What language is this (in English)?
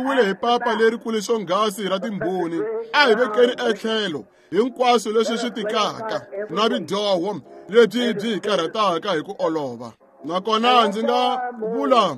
Tsonga